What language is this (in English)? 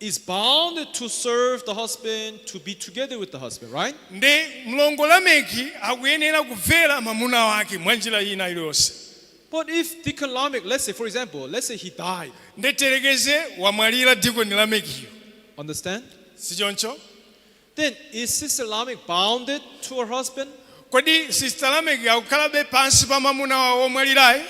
Nyanja